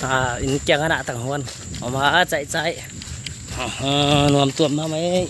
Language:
Paite Chin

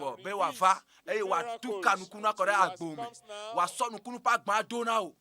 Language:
Ewe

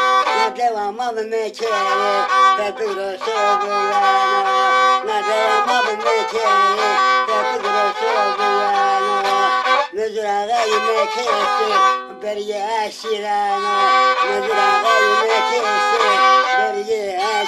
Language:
Zaza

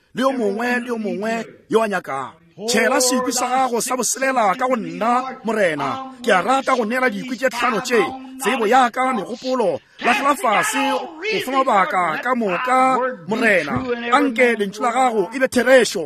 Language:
Northern Sotho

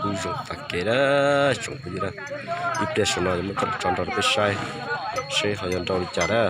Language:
Hmong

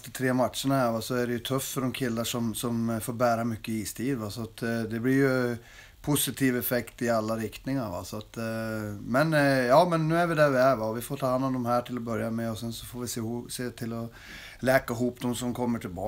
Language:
Swedish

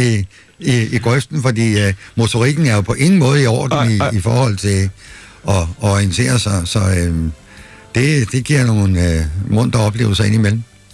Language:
Danish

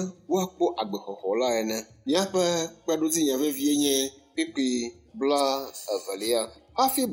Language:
Ewe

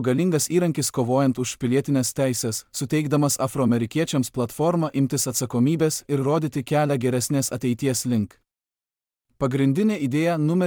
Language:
Lithuanian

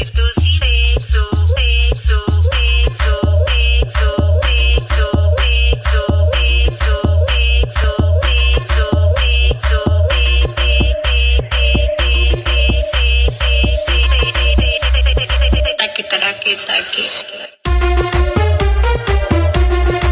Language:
Spanish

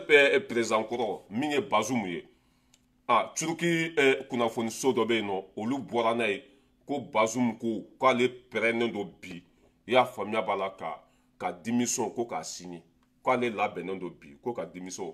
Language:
Bambara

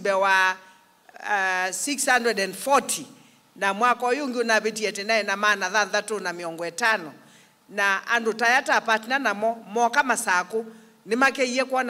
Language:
Kamba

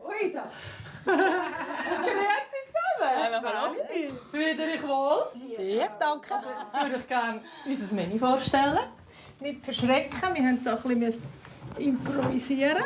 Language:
Swiss German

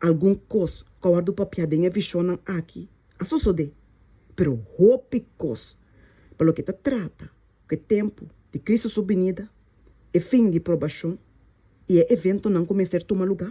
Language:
Papiamento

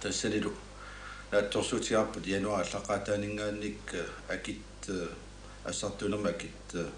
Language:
Kalaallisut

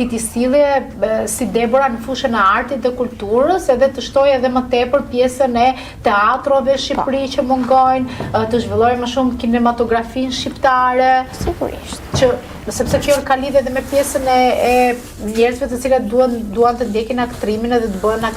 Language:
Albanian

